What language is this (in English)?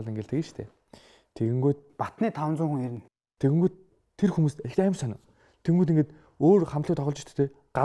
Mongolian